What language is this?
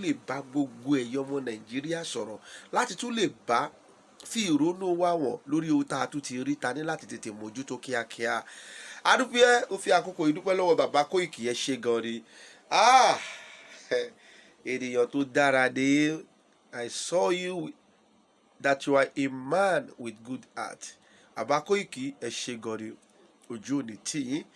Yoruba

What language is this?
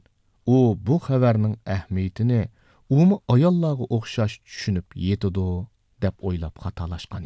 Uyghur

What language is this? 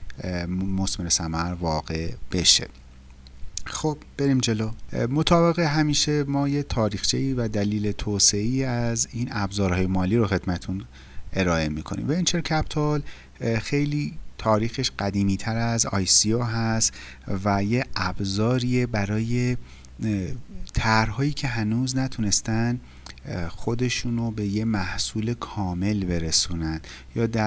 Persian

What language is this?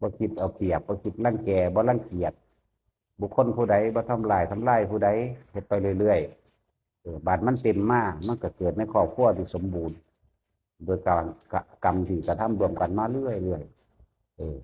Northeastern Thai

